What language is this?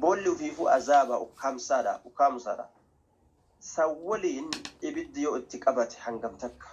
Oromo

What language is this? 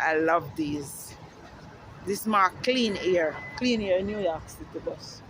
Jamaican Creole English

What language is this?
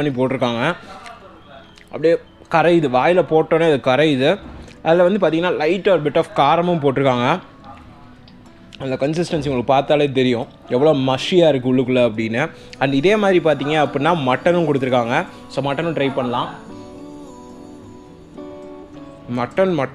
Tamil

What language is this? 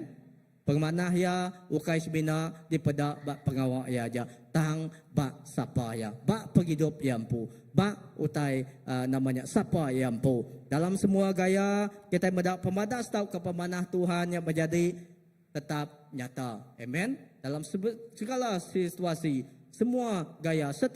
Iban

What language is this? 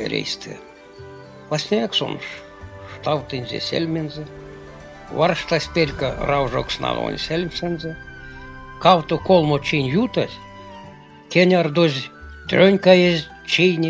Erzya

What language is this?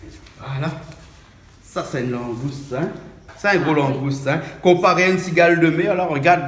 Réunion Creole French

